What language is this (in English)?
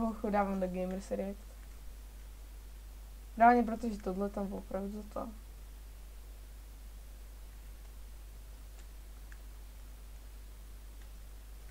Czech